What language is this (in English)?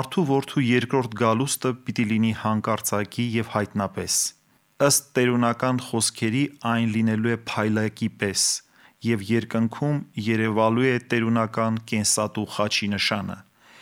Armenian